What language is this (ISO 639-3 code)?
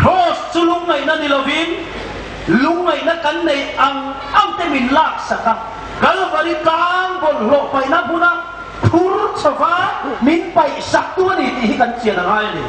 hmr